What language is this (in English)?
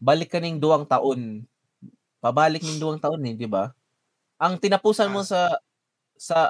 Bikol